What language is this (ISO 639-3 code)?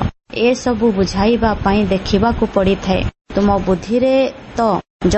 ori